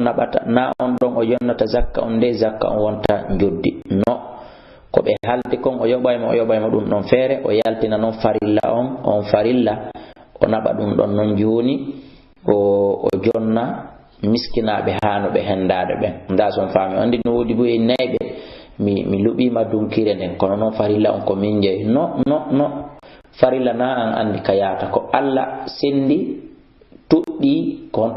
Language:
Fula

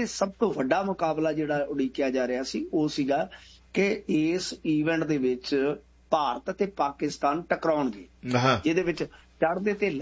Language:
Punjabi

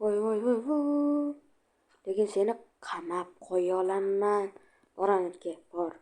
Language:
Uzbek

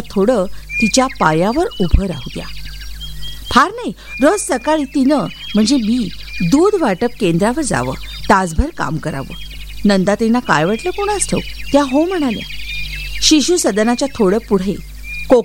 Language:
Marathi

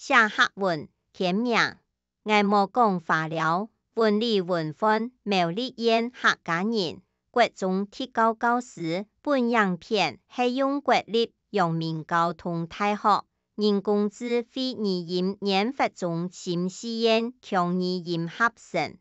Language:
Hakka Chinese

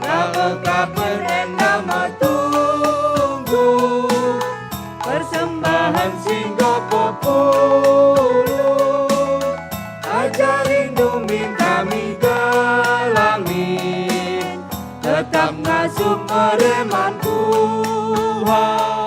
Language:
Batak Karo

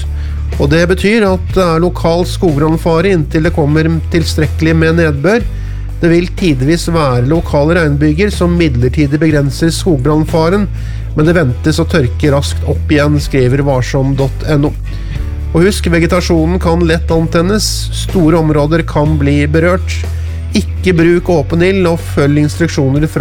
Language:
Norwegian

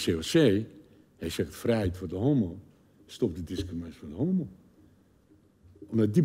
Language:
Dutch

